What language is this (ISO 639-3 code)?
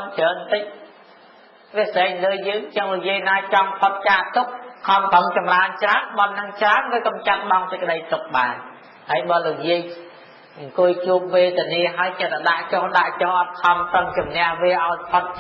khm